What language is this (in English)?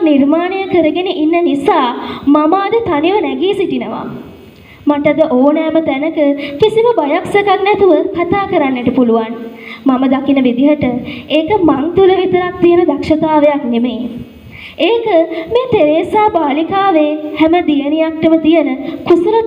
Sinhala